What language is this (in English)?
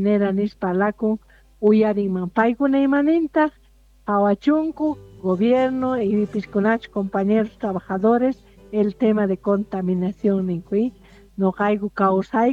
South Bolivian Quechua